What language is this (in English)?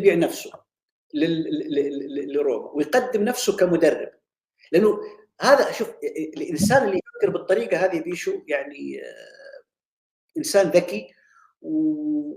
Egyptian Arabic